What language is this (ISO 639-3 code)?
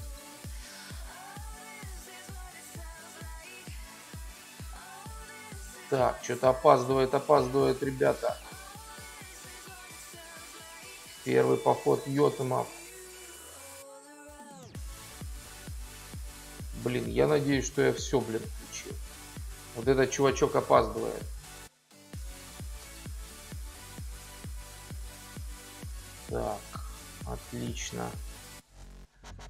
rus